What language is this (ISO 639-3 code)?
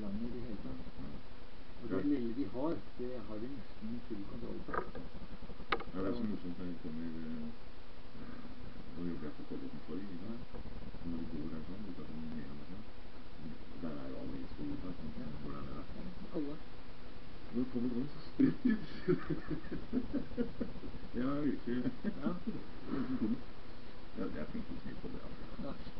nor